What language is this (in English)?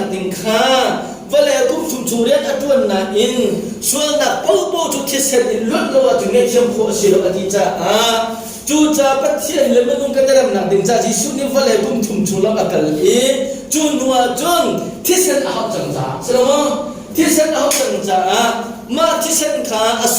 Hakha Chin